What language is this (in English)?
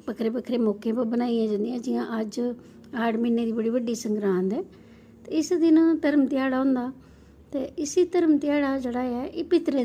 Dogri